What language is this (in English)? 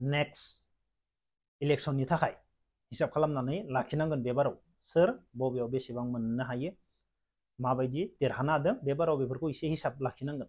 Bodo